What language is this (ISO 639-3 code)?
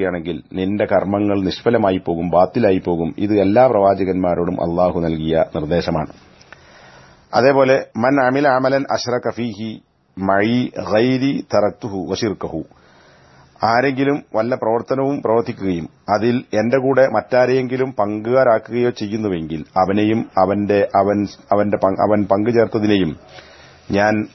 mal